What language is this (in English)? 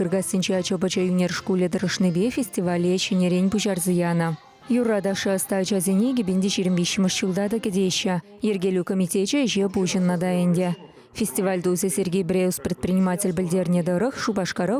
Chuvash